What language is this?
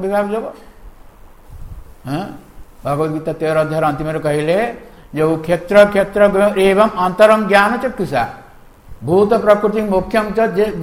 Odia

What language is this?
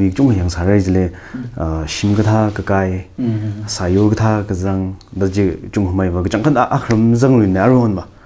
Tangkhul Naga (India)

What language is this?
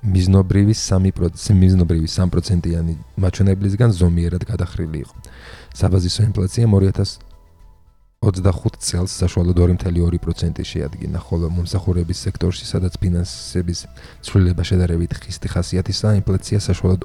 Georgian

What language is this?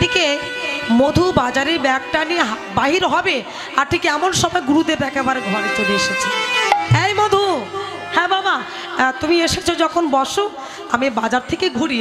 Bangla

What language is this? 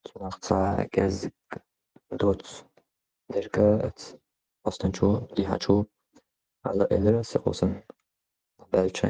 Chechen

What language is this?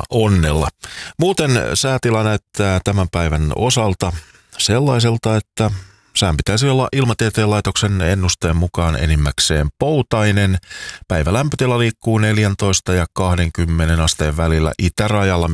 Finnish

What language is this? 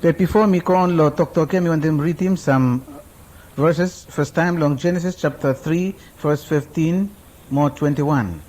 Araki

